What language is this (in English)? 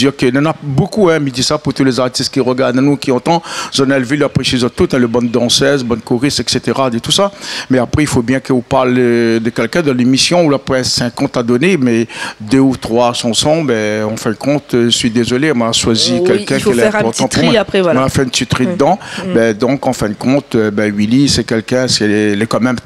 Réunion Creole French